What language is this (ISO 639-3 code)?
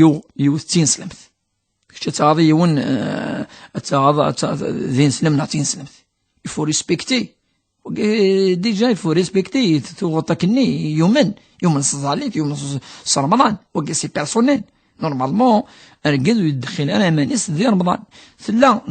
kab